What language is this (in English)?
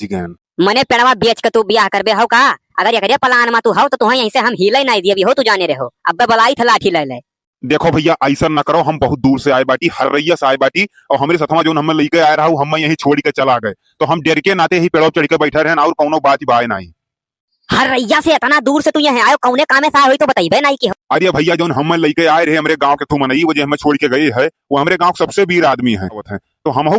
Awadhi